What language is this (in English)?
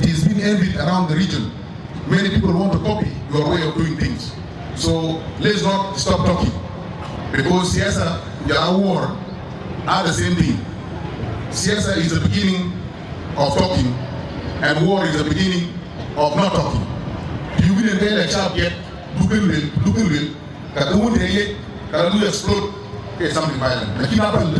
Dinka